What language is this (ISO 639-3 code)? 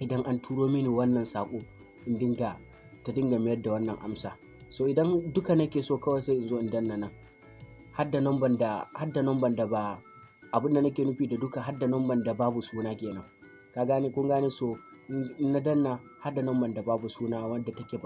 hau